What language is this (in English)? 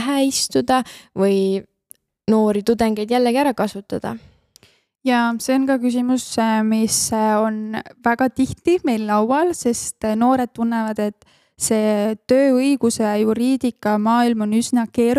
Estonian